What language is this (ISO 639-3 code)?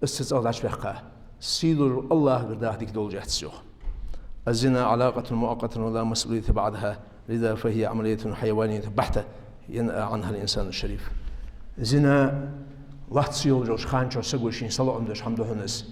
inh